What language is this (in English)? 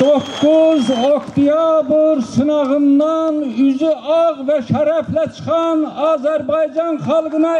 Azerbaijani